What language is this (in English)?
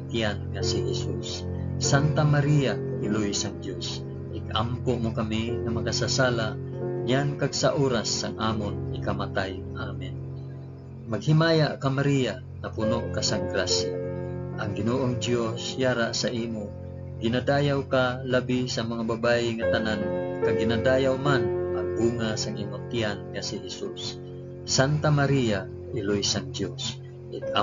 Hiligaynon